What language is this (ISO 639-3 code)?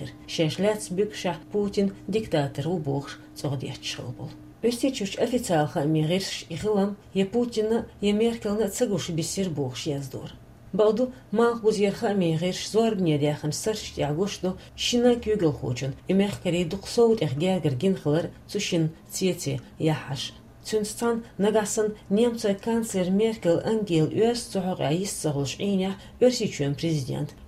che